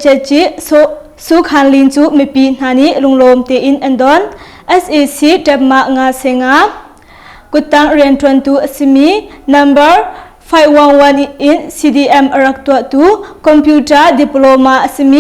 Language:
Hakha Chin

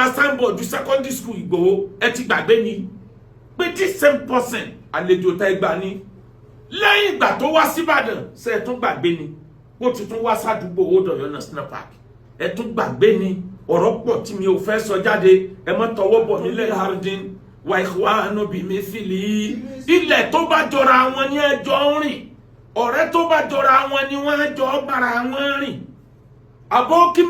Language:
Yoruba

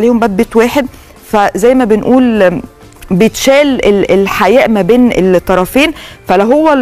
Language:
Egyptian Arabic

